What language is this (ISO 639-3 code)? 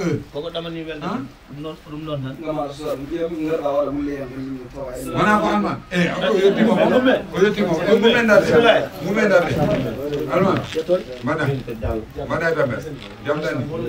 ful